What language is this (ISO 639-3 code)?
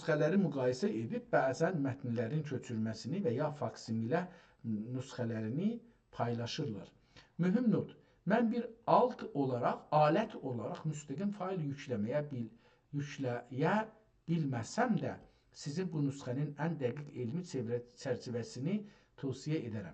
azb